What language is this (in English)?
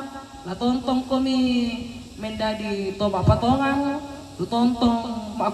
Toraja-Sa'dan